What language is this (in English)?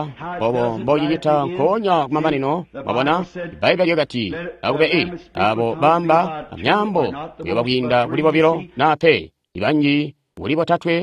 Tonga (Zambia)